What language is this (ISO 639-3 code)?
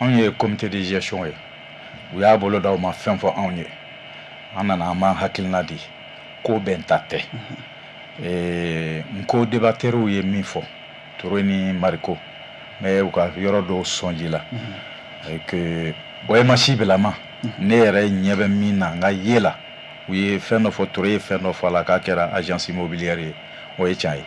bam